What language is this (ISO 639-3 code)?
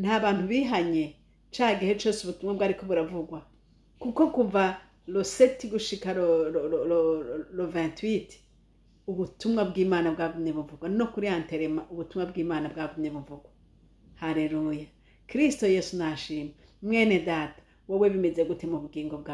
run